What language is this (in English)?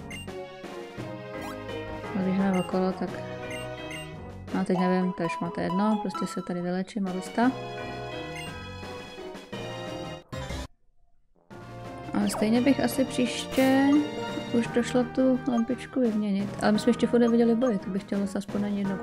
Czech